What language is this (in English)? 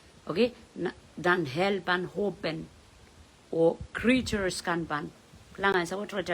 Pohnpeian